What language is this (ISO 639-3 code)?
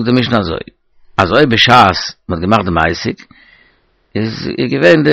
yid